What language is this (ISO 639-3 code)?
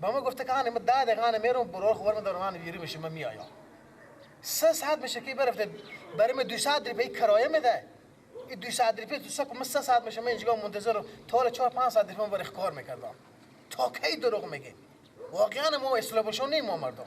fas